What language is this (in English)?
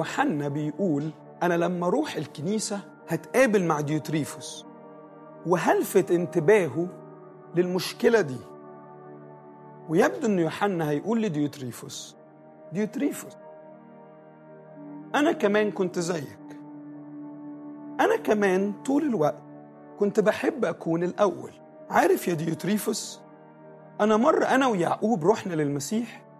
Egyptian Arabic